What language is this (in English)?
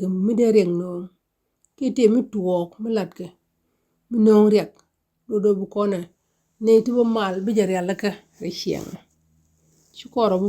Nuer